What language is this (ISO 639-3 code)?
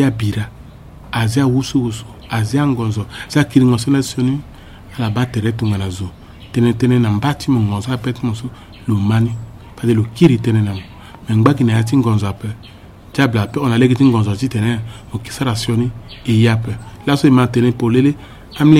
sag